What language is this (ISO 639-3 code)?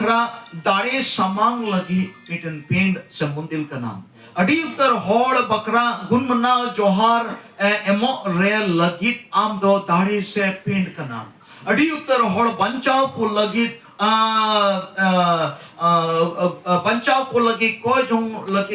sat